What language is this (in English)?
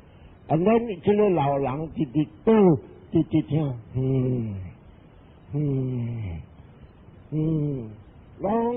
Min Nan Chinese